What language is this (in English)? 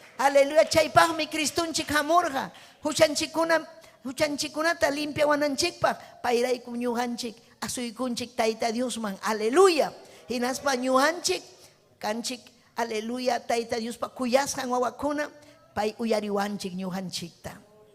Ayacucho Quechua